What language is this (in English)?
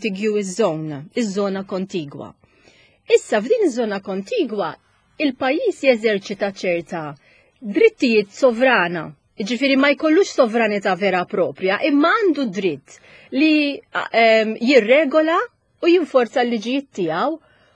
Maltese